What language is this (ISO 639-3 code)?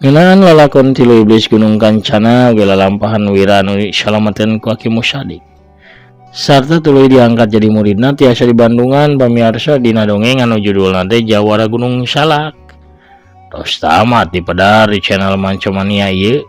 sun